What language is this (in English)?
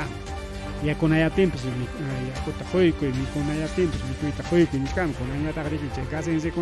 Ayacucho Quechua